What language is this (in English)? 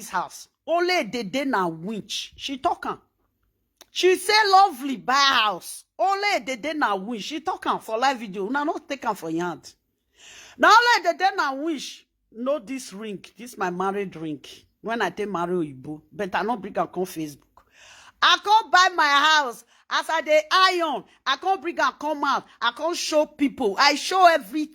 Nigerian Pidgin